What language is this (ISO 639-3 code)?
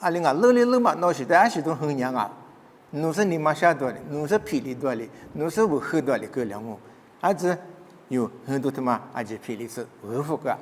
lis